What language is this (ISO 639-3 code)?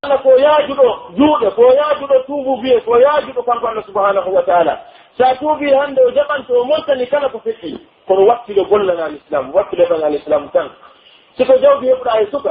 fuf